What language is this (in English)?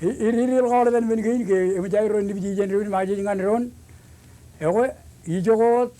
Marshallese